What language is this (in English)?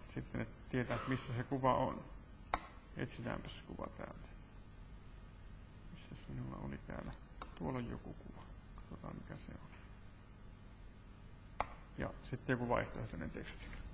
Finnish